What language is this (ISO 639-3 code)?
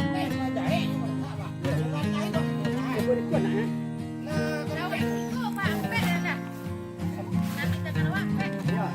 min